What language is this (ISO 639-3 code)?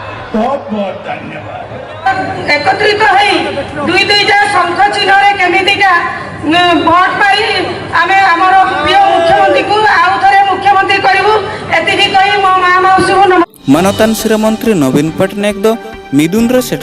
sat